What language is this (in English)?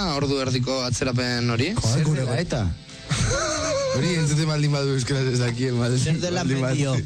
Basque